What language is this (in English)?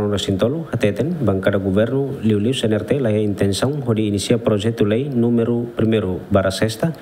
Tetum